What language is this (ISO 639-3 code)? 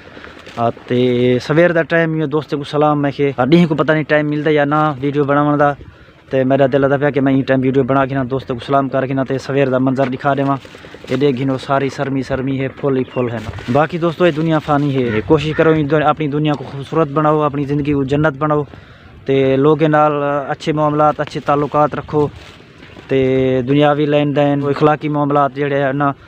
skr